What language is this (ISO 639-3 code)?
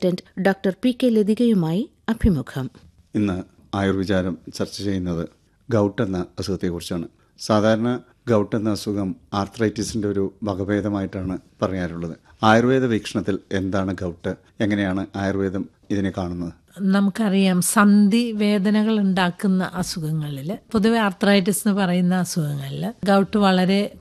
mal